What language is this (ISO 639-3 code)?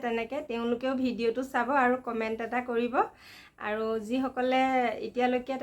asm